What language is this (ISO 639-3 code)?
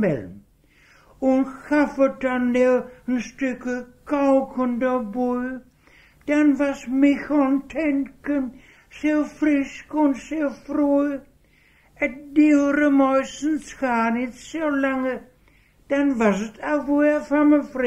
wep